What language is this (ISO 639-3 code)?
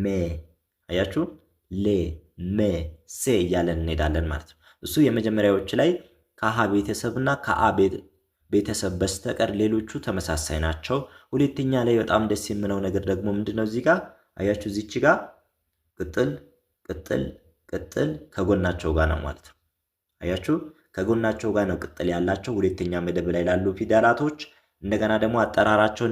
amh